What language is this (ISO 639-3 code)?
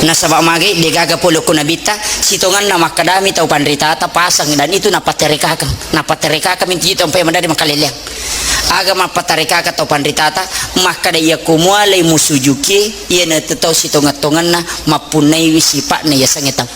bug